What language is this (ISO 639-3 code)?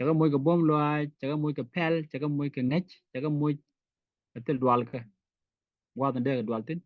nus